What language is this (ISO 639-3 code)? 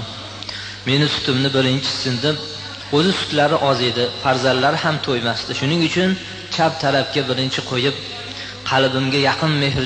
uzb